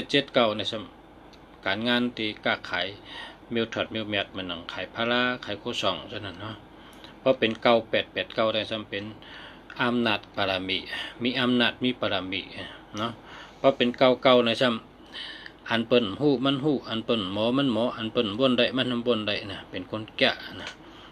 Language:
Shan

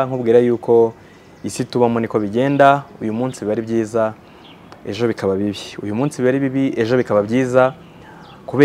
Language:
Kinyarwanda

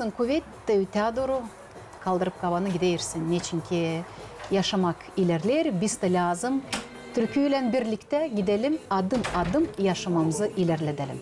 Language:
Gagauz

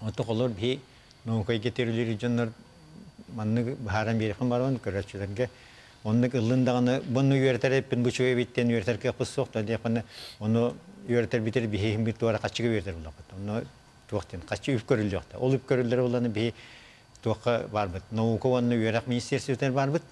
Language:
Yakut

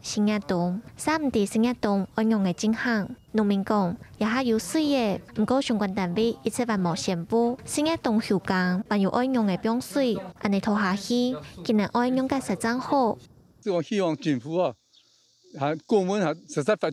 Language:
Hakka Chinese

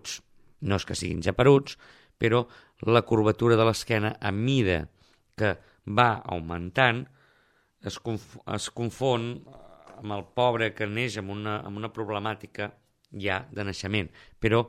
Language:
Catalan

